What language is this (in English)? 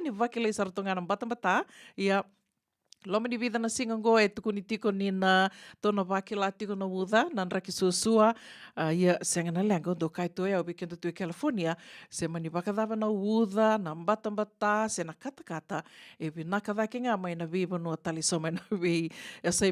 Fijian